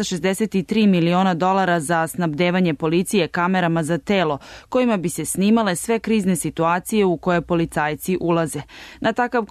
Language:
Serbian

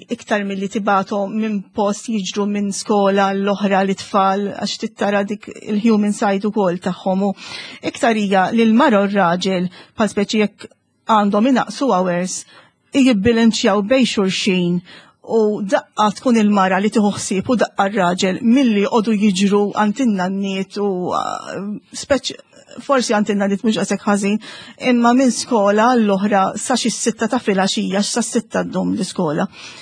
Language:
Maltese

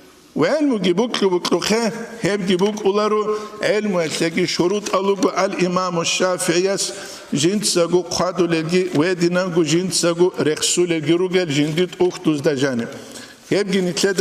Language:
Avaric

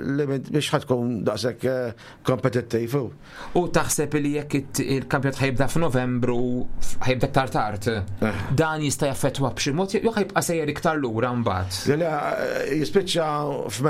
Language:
Maltese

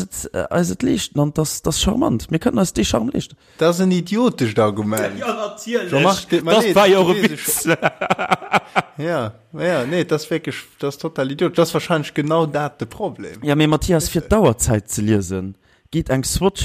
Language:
Luxembourgish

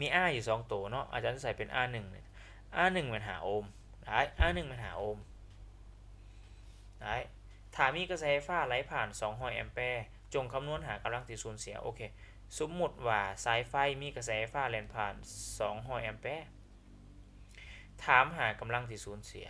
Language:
Lao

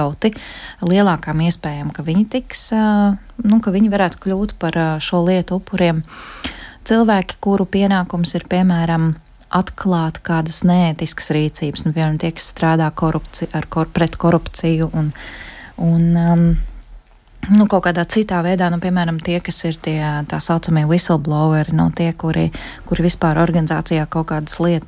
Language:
Latvian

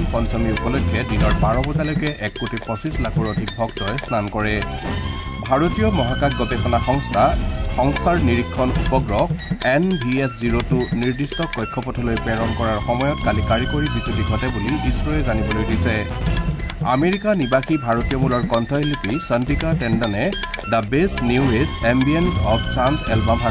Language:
Assamese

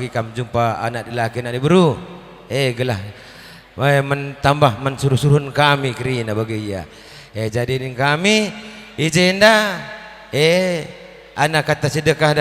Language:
Batak Karo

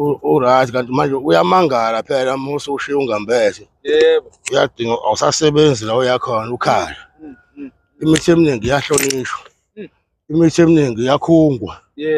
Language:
Zulu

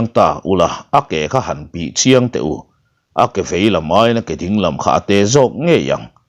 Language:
Mizo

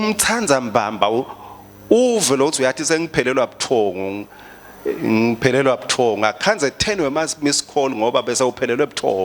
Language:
Swati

